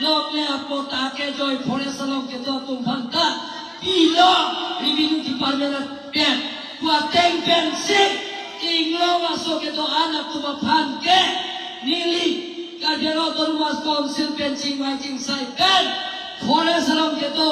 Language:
Karbi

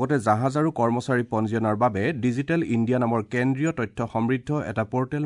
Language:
Assamese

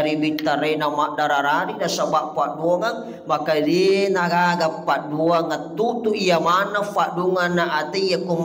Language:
Buginese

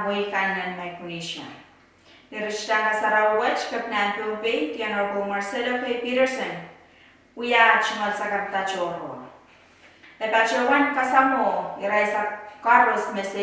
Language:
Pohnpeian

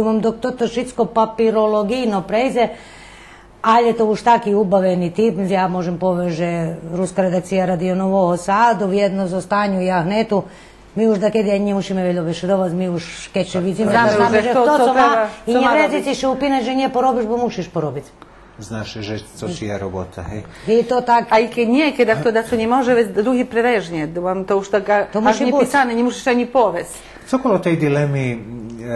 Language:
Rusyn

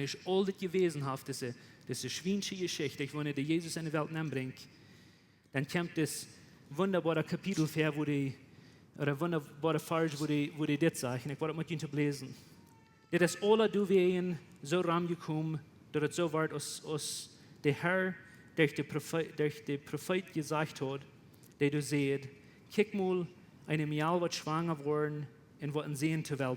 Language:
Plautdietsch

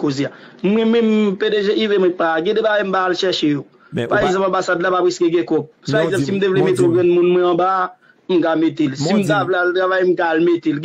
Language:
Haitian Creole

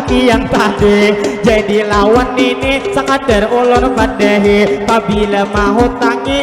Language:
Banjar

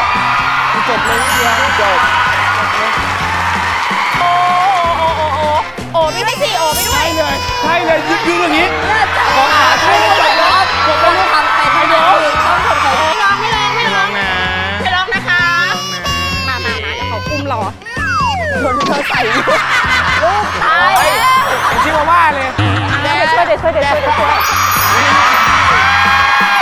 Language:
Thai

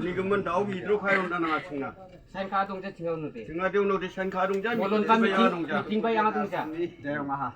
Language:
Khasi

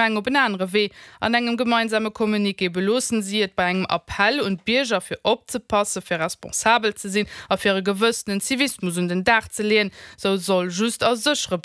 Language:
Luxembourgish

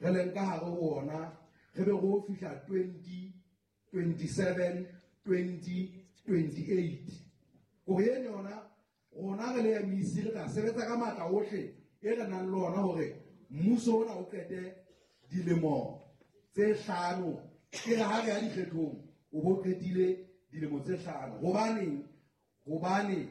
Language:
Southern Sotho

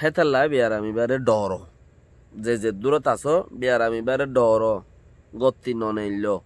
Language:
Rohingya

